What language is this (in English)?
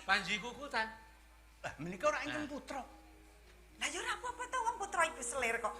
Javanese